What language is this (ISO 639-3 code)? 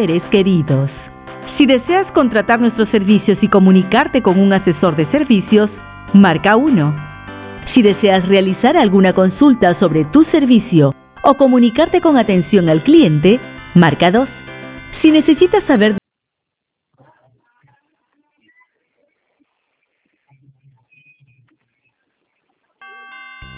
spa